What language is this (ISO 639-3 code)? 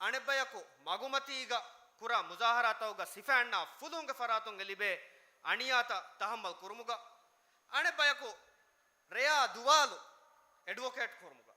div